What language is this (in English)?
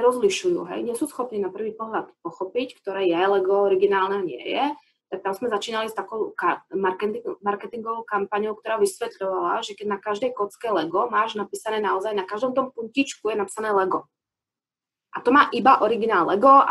Slovak